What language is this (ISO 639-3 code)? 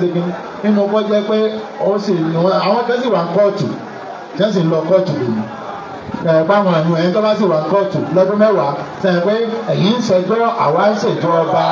yor